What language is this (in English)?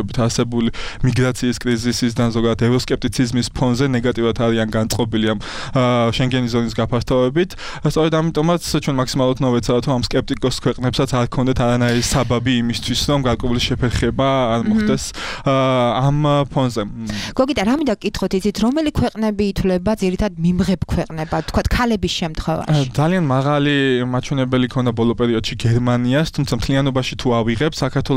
Georgian